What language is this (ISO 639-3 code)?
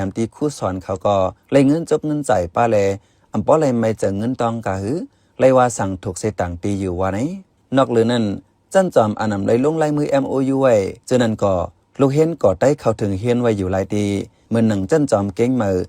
shn